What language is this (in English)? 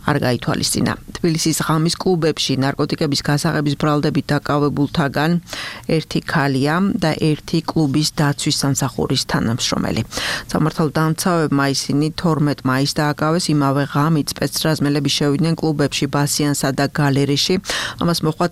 Georgian